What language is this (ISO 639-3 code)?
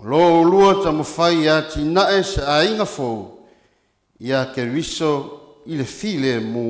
smo